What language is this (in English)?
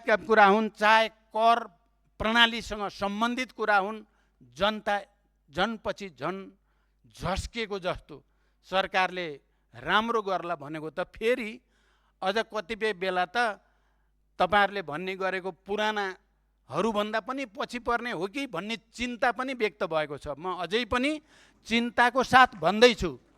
Nepali